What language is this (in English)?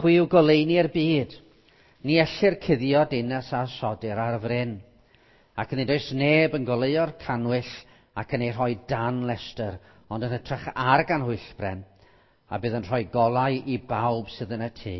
Welsh